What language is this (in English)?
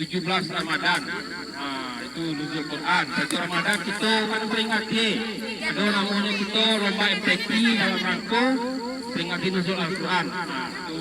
Minangkabau